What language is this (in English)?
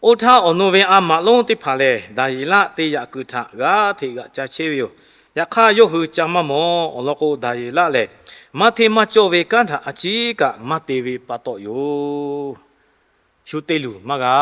Lahu